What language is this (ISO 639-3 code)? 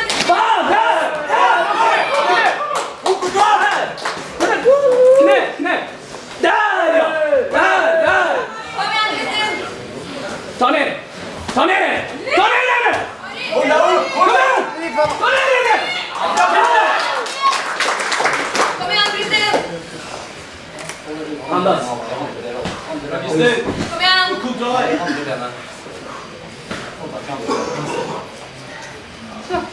swe